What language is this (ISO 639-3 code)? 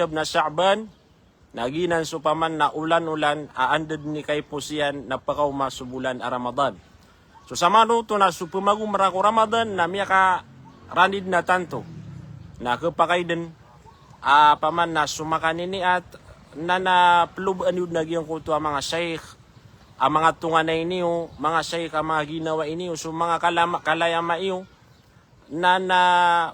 mrw